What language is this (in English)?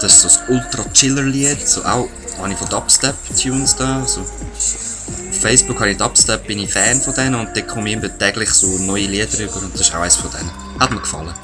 Swiss German